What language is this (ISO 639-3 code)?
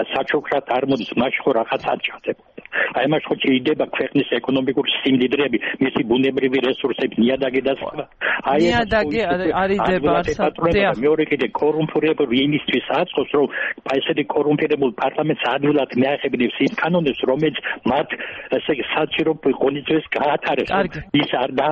kat